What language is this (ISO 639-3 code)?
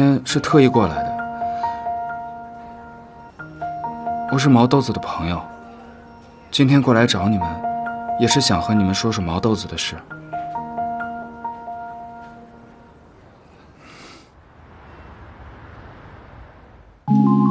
zho